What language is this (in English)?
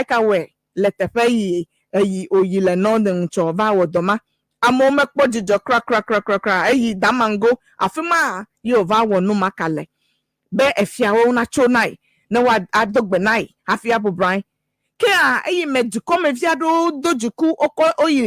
Ewe